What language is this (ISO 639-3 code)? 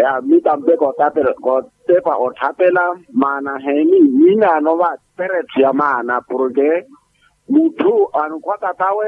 vmw